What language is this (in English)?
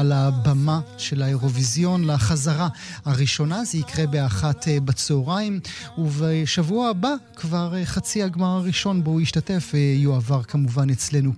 Hebrew